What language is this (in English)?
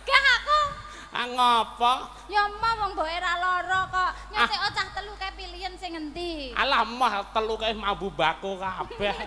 Javanese